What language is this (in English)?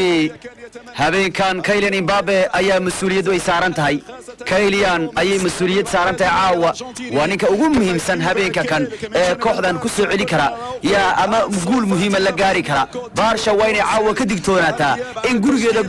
Somali